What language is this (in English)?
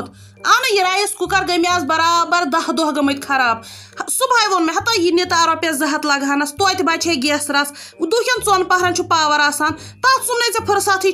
Kashmiri